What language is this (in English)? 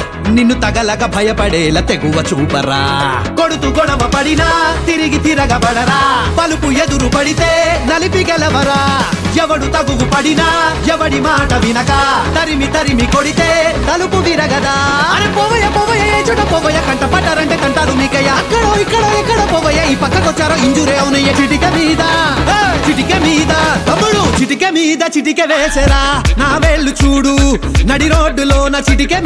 Telugu